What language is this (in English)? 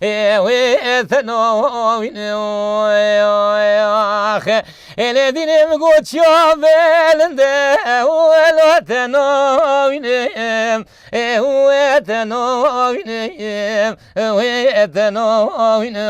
Kurdish